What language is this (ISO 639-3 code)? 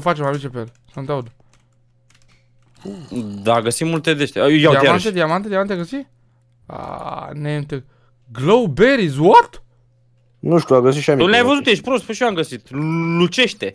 ron